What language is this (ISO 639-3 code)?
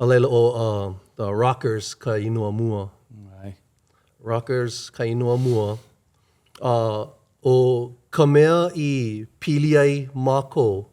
haw